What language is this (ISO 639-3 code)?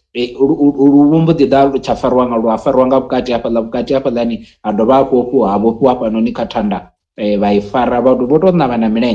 ven